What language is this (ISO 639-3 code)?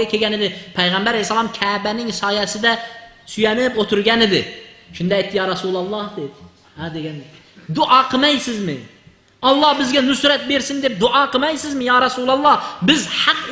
uzb